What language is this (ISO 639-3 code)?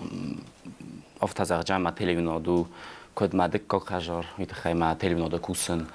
oss